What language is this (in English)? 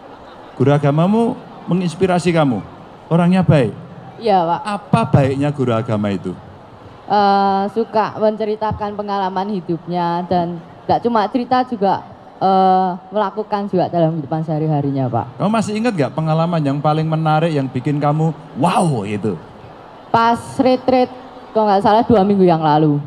Indonesian